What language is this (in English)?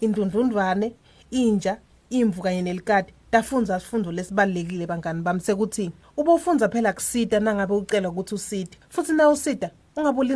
Swati